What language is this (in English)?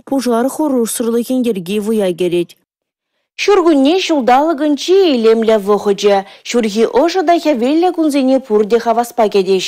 Chuvash